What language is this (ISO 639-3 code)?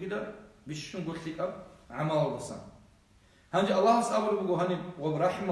ava